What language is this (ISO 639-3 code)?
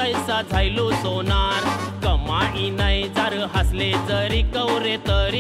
mar